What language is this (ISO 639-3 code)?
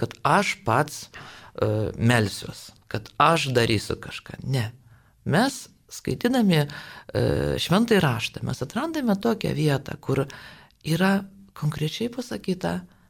lit